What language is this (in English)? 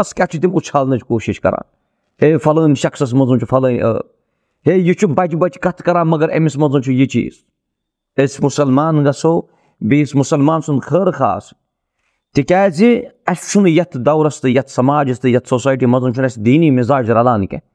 Kashmiri